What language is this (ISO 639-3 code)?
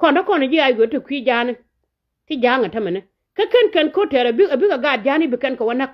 nus